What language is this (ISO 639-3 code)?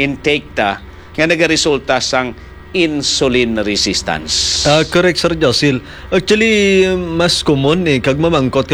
hil